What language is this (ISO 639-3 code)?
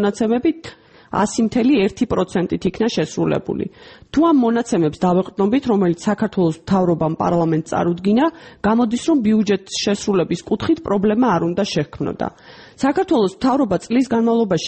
kat